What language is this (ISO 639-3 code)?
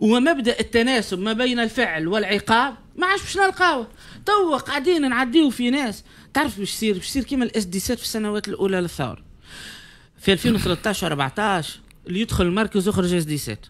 aeb